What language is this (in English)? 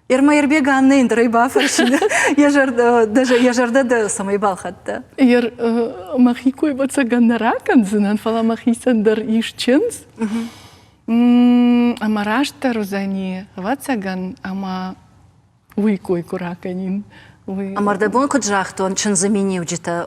Ossetic